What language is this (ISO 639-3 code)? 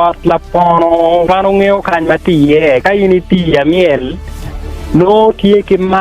ach